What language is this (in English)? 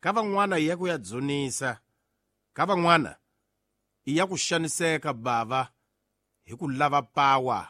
Tsonga